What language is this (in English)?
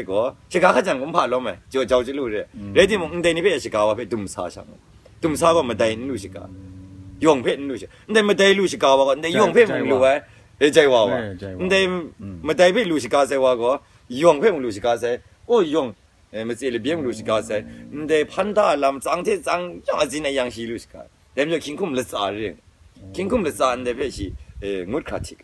Kachin